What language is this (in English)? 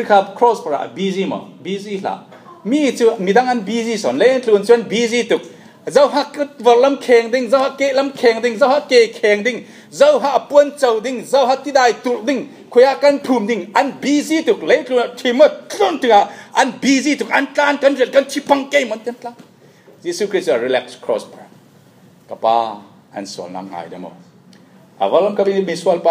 Falam Chin